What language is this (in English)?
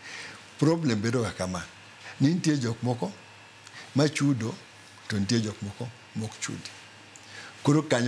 Luo (Kenya and Tanzania)